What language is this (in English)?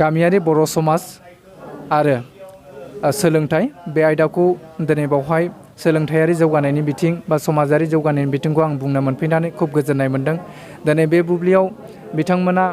Bodo